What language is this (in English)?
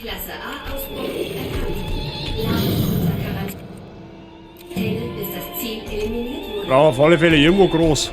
Bavarian